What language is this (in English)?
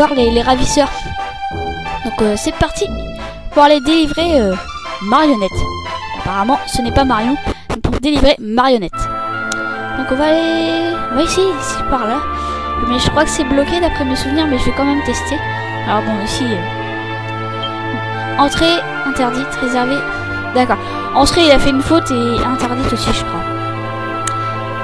French